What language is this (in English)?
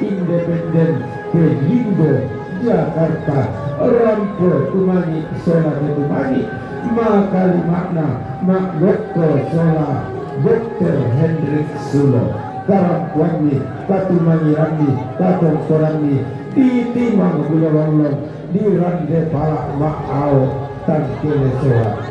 Toraja-Sa'dan